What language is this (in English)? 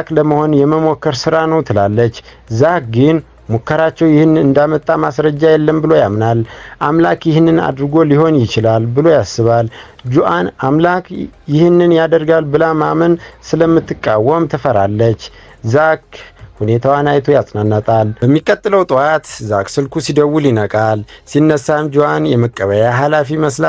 Amharic